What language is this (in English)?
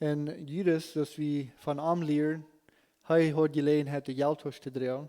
Plautdietsch